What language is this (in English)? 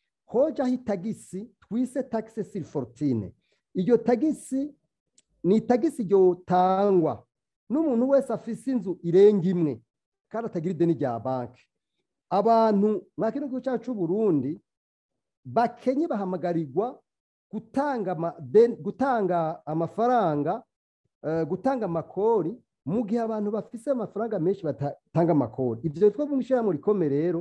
Rundi